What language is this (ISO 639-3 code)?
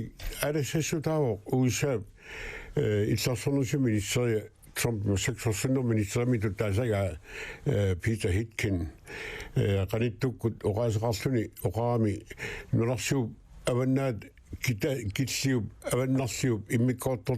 kal